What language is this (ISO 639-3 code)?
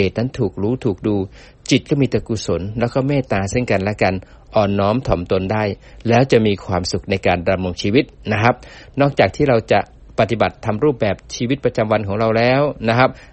tha